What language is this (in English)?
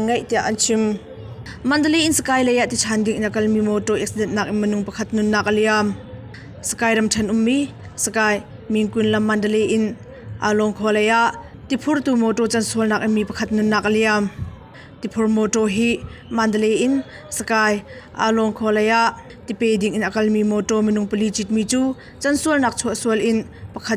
Hakha Chin